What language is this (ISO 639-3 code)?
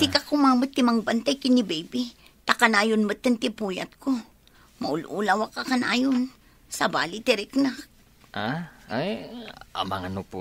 ilo